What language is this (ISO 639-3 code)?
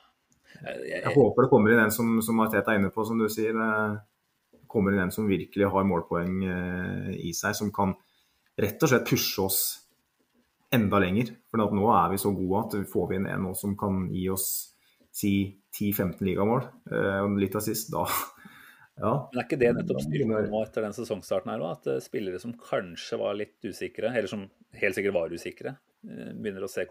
nor